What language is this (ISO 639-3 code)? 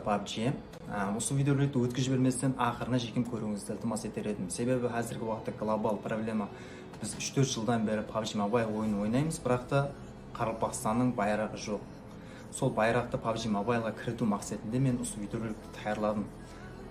kaa